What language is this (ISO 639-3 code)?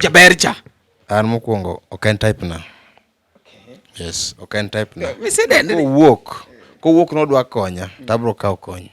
luo